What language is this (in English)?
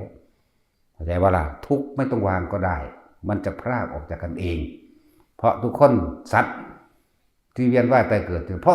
Northeastern Thai